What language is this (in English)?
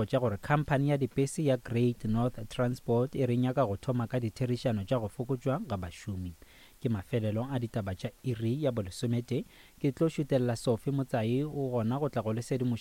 Northern Sotho